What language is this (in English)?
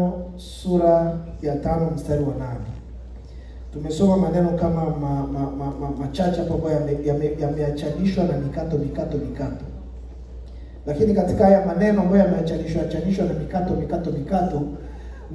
Swahili